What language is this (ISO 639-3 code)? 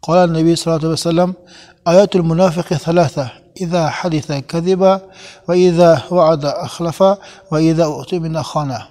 tgk